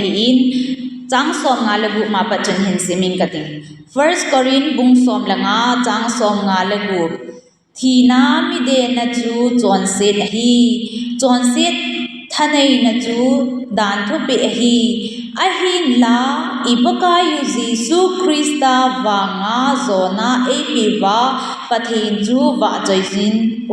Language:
Thado Chin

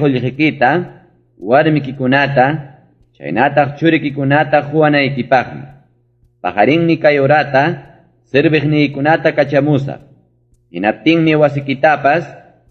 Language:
Ayacucho Quechua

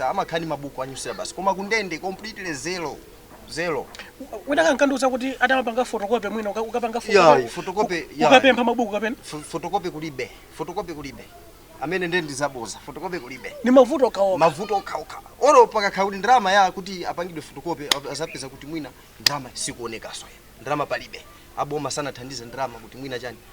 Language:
Nyanja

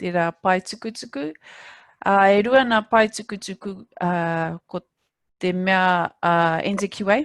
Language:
Māori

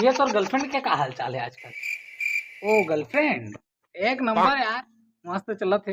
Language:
Chhattisgarhi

